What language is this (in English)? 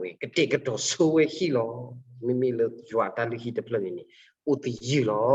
S'gaw Karen